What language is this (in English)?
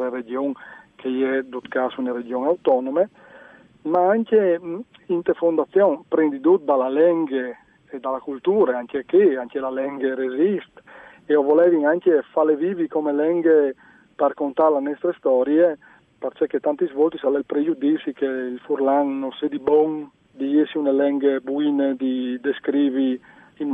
Friulian